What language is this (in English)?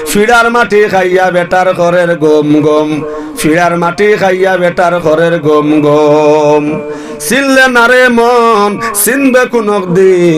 Sylheti